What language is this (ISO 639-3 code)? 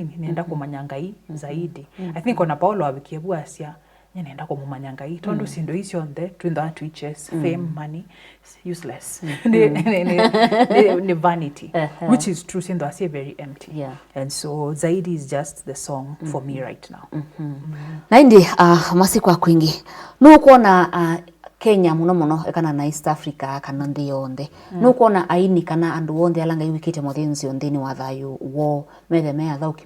kam